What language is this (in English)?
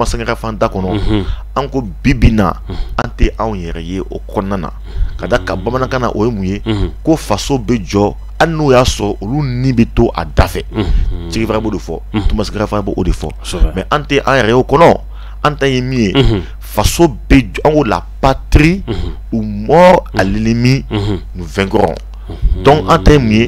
Bambara